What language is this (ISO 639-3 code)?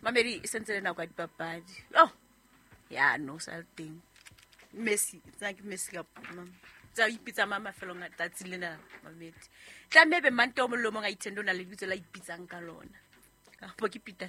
sot